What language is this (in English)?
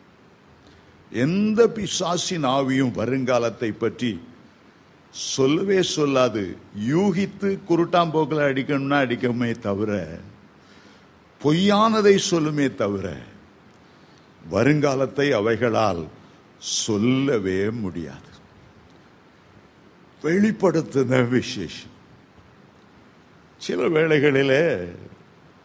Tamil